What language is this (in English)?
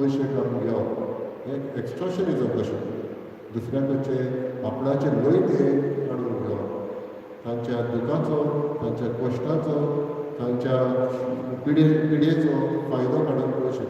Konkani